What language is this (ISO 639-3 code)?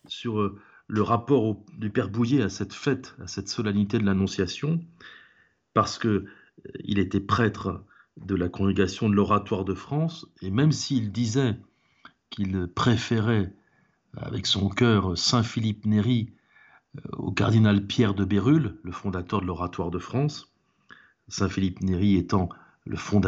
fra